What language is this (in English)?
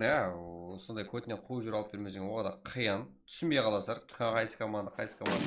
Kara-Kalpak